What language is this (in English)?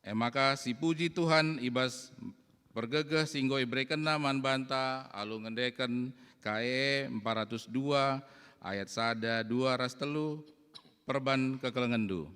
Batak Karo